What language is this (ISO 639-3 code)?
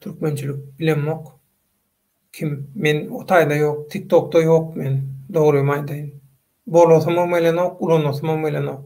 tuk